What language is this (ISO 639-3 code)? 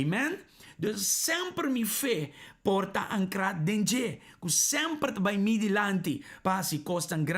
pap